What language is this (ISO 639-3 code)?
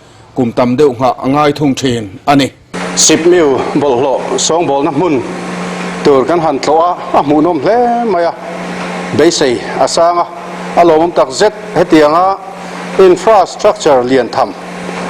lus